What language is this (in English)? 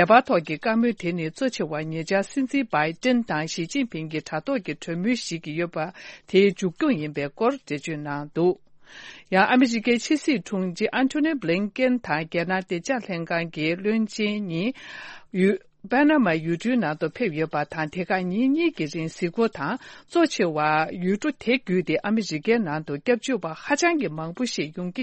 Tibetan